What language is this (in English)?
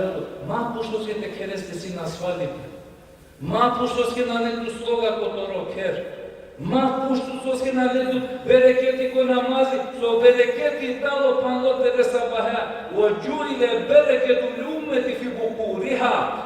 Balkan Romani